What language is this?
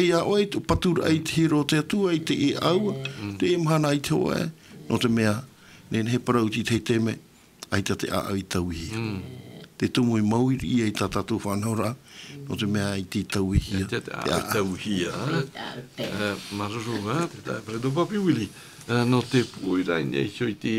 Tahitian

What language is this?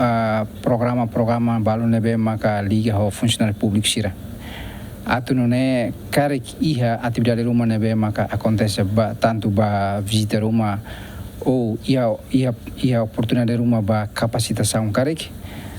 Tetum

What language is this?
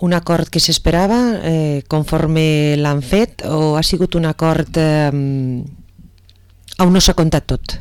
Catalan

